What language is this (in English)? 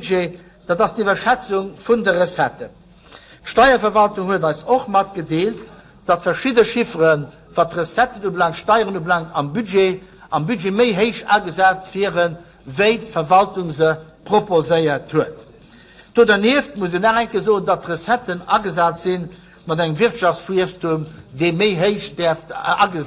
Luxembourgish